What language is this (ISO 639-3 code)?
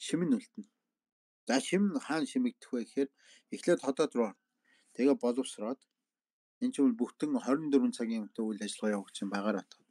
mon